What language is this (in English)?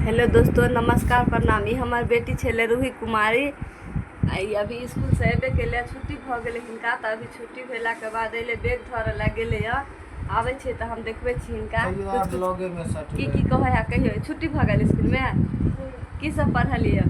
Maithili